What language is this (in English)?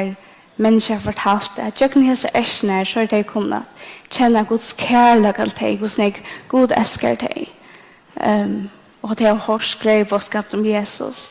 Faroese